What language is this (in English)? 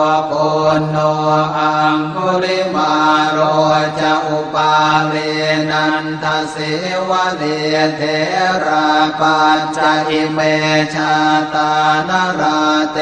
Pali